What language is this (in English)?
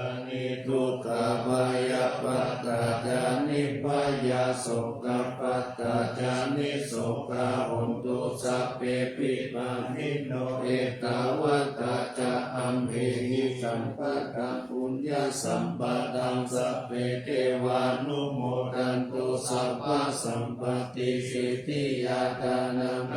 Pali